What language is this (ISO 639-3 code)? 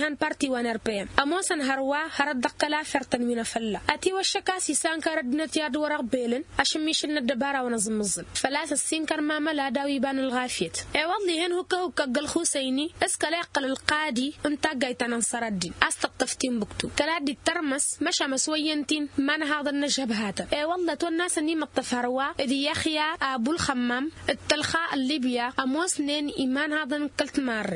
taq